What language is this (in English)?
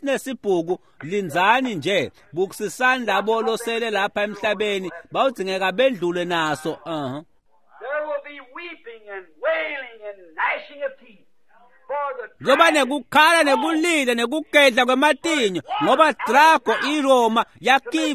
Swati